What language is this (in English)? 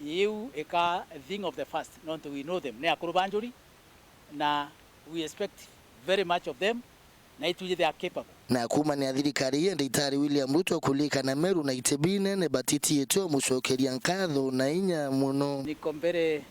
Meru